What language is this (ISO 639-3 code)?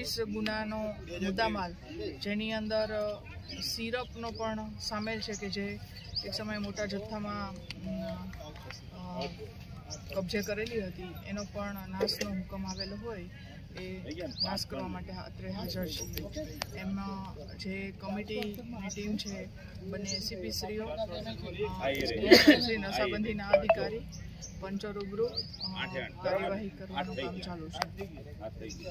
guj